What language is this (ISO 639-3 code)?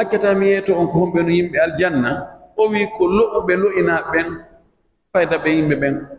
fuf